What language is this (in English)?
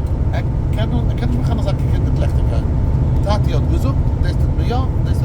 Yiddish